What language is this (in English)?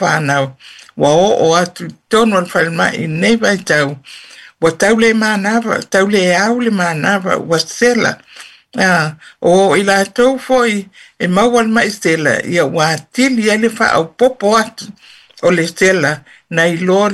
Samoan